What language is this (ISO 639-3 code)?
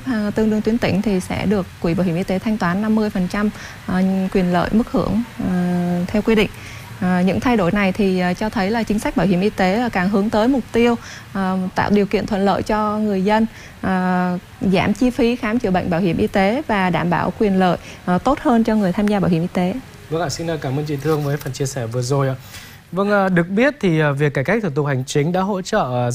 vie